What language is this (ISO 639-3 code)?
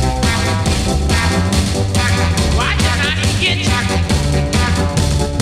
fra